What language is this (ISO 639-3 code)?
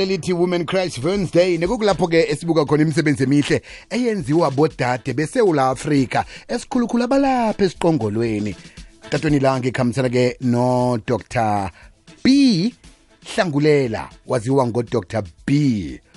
nbl